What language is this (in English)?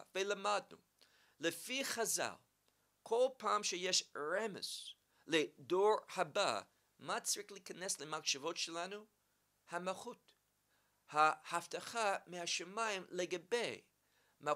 Hebrew